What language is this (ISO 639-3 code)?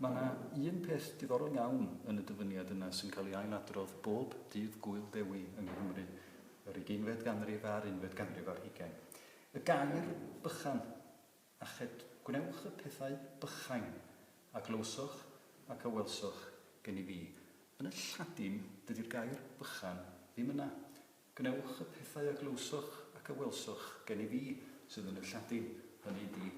cym